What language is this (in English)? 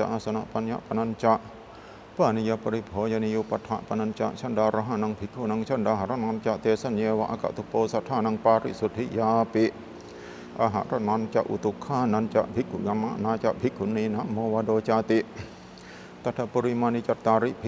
Pali